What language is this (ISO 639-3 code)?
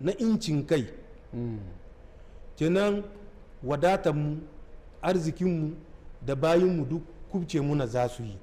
hau